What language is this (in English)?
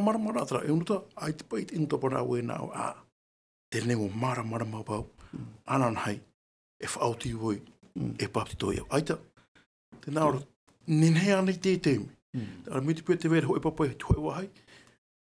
Tahitian